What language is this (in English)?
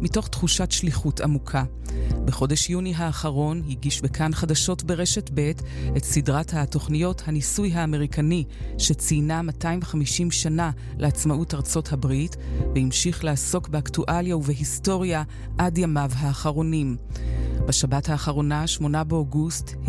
Hebrew